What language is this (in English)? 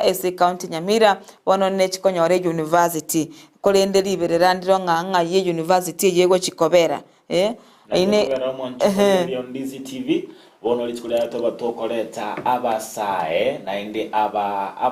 Gusii